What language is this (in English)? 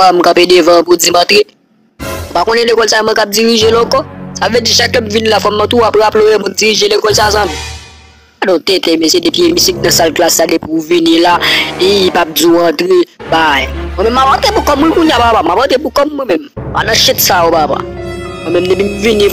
Haitian Creole